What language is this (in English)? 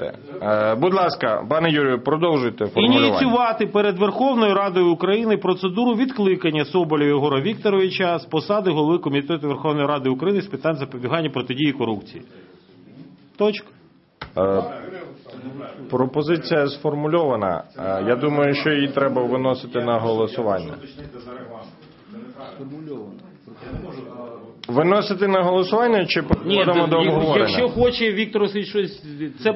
Ukrainian